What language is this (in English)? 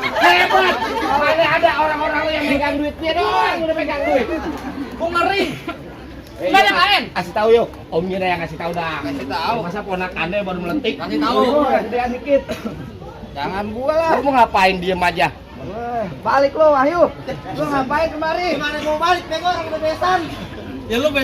Betawi